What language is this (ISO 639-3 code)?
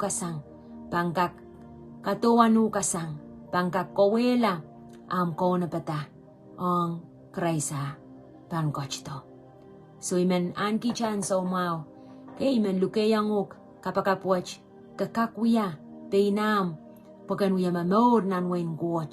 pon